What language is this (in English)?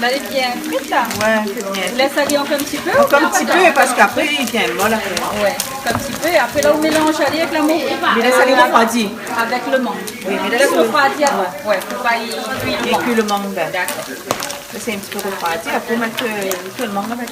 Réunion Creole French